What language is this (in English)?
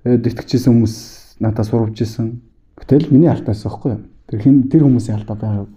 Mongolian